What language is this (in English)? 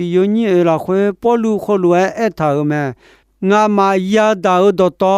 Akha